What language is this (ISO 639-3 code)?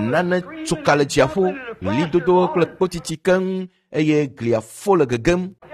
ewe